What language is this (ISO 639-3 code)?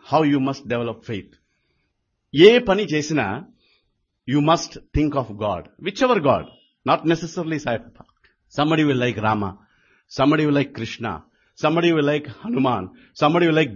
tel